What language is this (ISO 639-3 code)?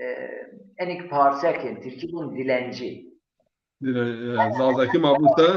zza